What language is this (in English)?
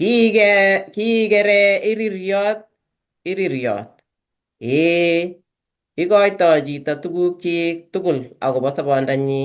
Kalenjin